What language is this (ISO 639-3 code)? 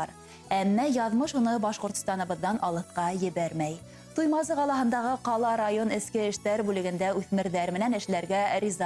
bak